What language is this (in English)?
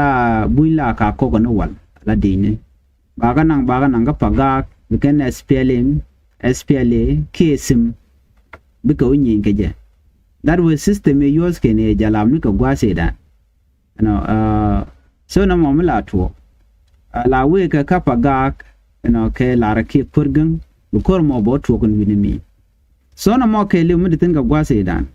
Nuer